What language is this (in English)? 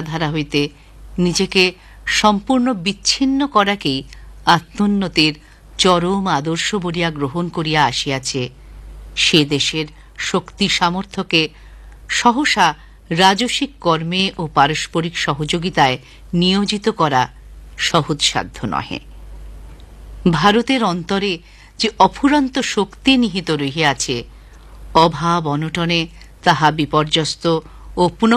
Bangla